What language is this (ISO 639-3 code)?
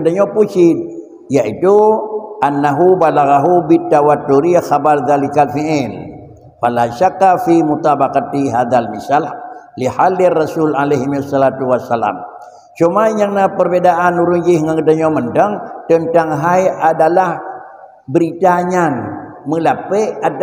ace